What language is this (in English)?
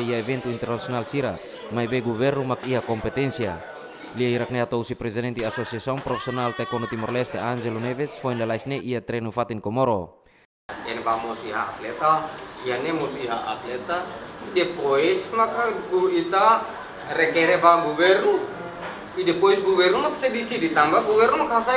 Tetum